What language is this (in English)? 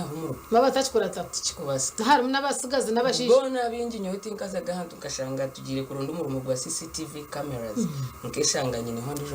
Nyankole